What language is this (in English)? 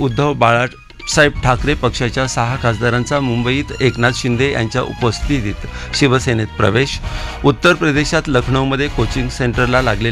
Marathi